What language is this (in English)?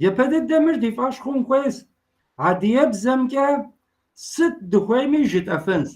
Kabardian